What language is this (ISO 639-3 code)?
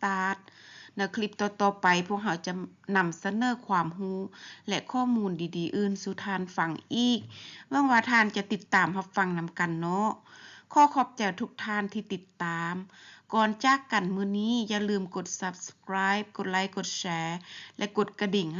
lao